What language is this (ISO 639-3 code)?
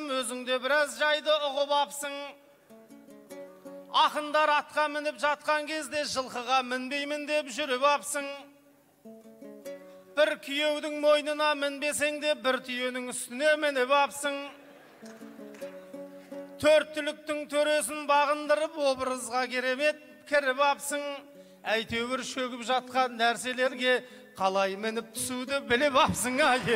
kaz